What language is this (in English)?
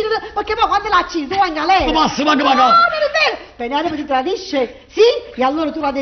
Neapolitan